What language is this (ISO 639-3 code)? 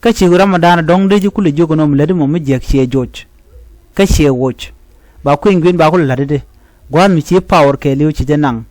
nus